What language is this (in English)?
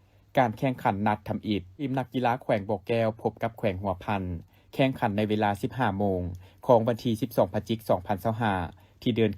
Lao